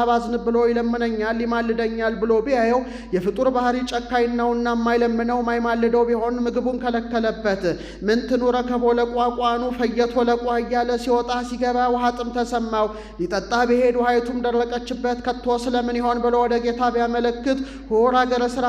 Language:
Amharic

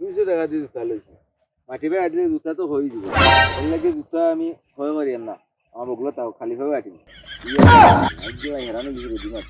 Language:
Sylheti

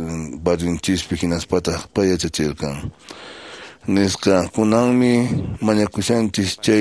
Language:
Quechua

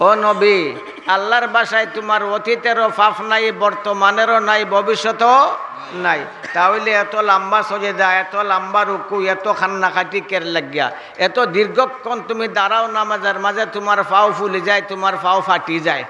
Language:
Sylheti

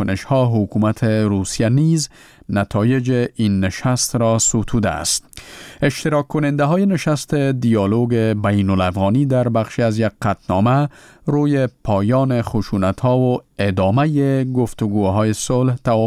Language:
Persian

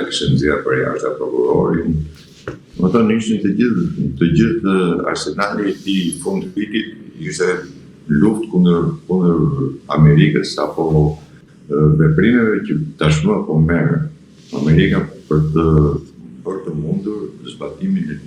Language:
Albanian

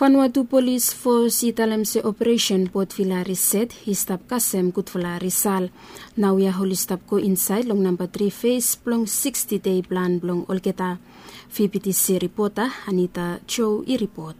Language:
Bislama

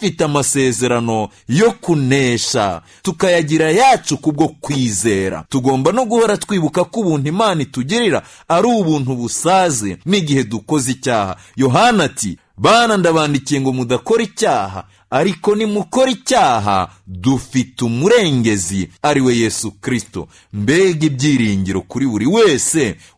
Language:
Kinyarwanda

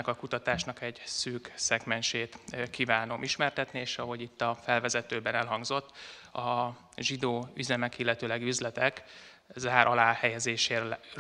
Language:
Hungarian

